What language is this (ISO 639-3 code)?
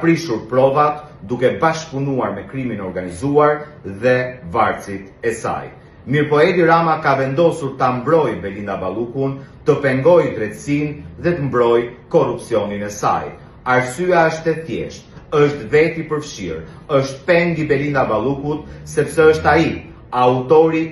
sqi